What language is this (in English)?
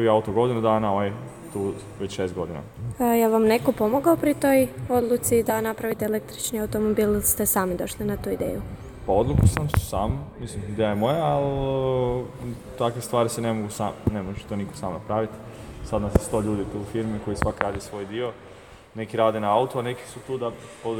Serbian